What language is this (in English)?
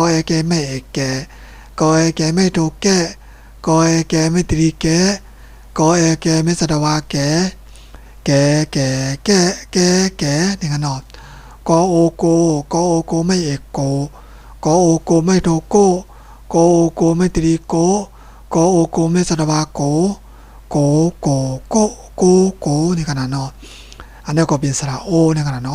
Shan